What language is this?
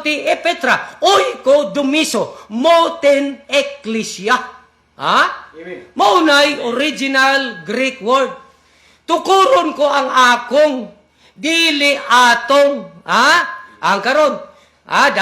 Cebuano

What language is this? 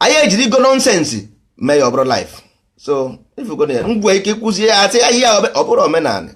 Igbo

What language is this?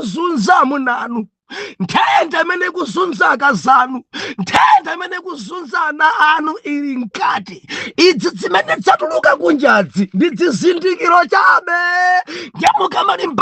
Nyanja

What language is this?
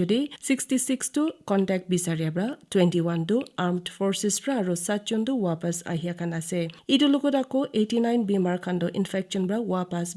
Naga Pidgin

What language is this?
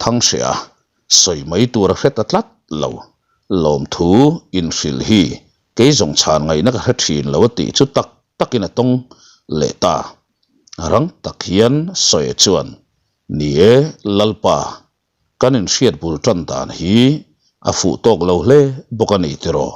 Mizo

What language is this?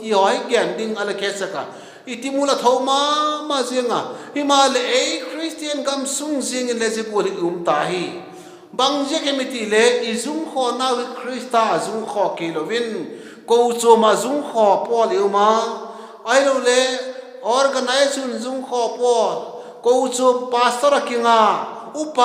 Vaiphei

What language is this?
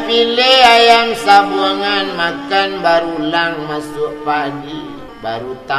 Minangkabau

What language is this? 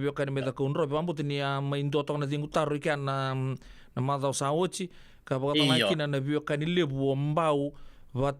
Fijian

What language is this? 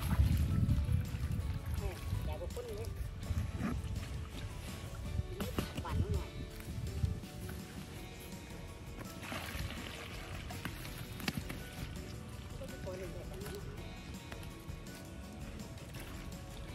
Thai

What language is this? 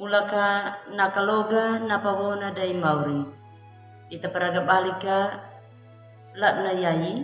Anakalangu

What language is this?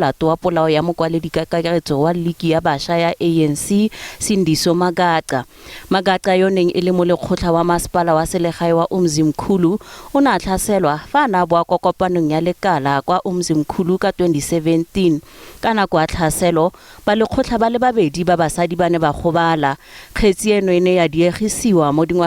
Tswana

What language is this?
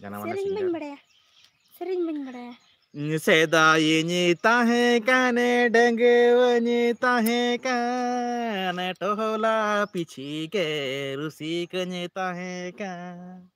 Santali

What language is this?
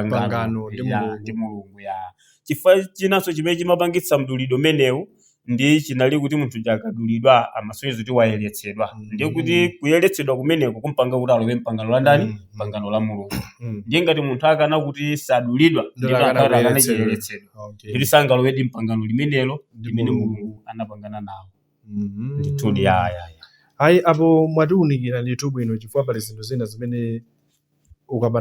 Nyanja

